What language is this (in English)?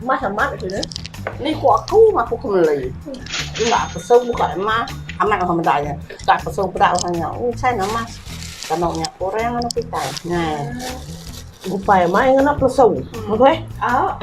Iban